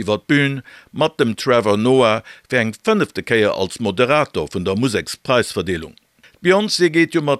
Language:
Luxembourgish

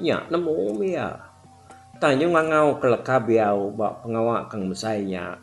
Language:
Iban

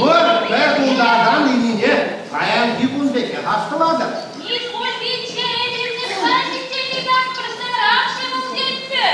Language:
Chuvash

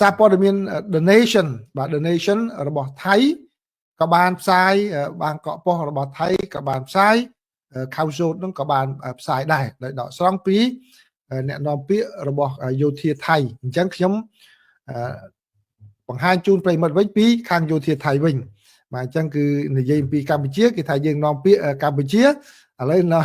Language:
Khmer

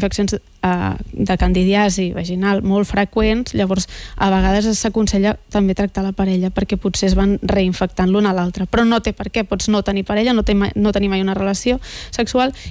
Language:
Catalan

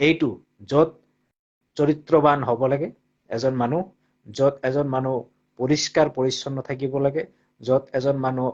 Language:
Assamese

